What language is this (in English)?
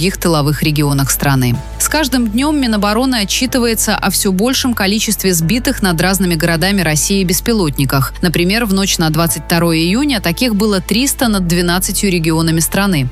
Russian